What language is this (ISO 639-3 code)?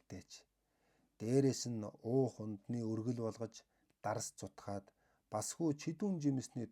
mon